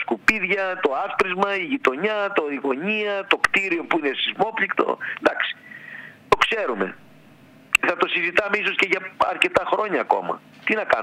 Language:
Greek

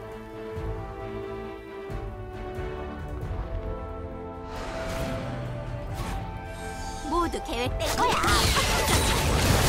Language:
Korean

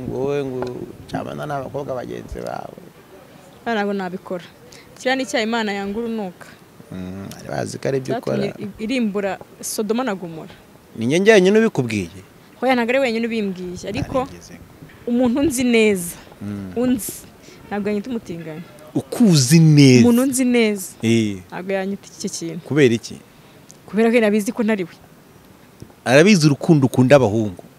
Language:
Kinyarwanda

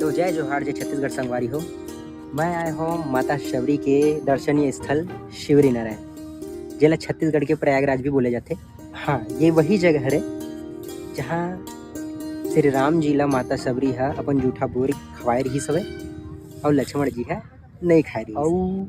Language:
Chhattisgarhi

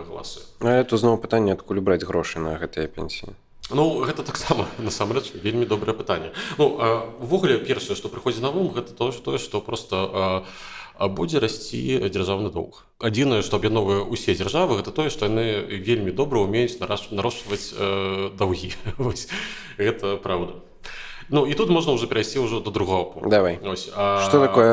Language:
Belarusian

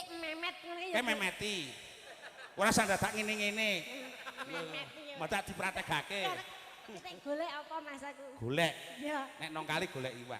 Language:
Javanese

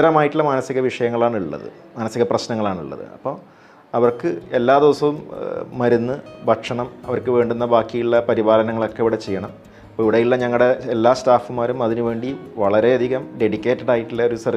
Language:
Malayalam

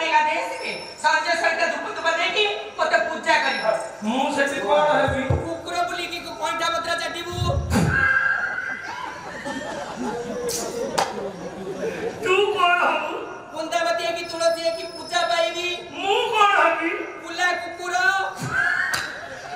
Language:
Odia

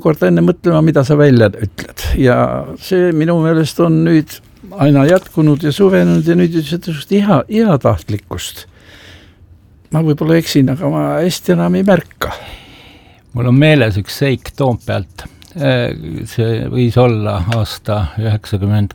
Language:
Estonian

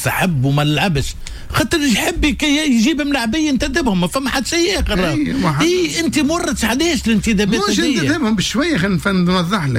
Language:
Tunisian Arabic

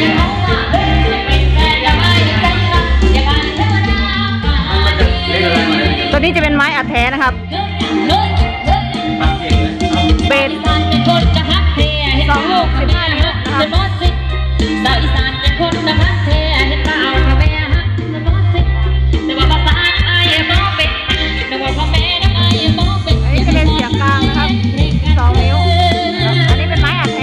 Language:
Thai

